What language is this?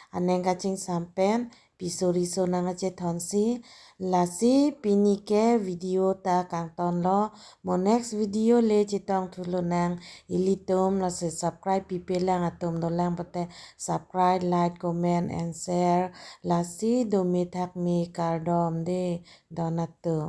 Karbi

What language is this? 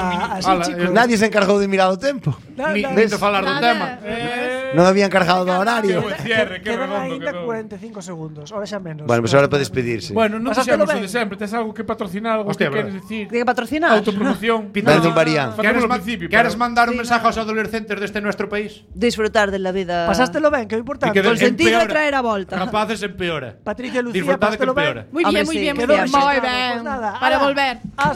Galician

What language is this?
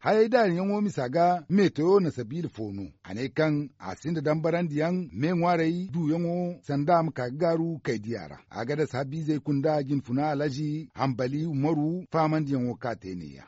Zarma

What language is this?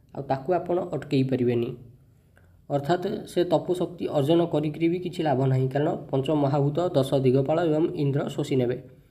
Odia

